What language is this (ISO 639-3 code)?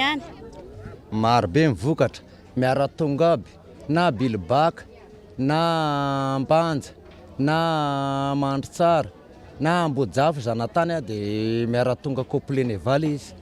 mlg